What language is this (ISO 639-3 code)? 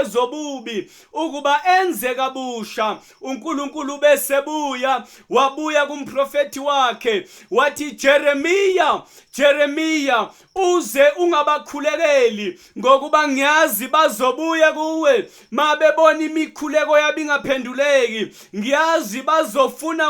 zul